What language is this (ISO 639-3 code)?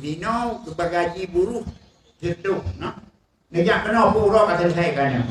ace